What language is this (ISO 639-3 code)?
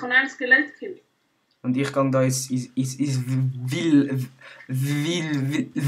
gsw